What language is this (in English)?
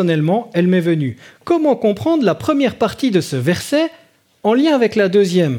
French